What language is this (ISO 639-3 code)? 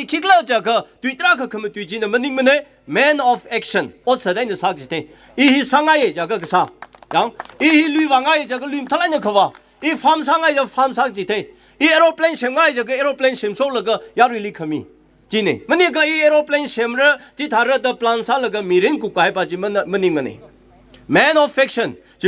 nmf